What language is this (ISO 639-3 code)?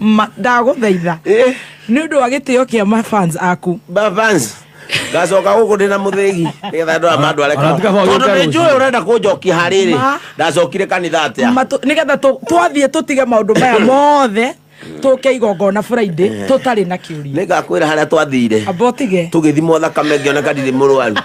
kik